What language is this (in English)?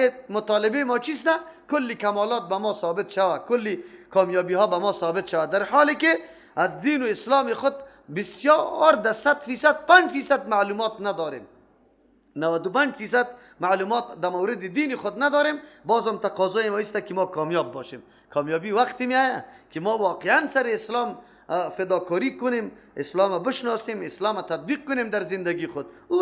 Persian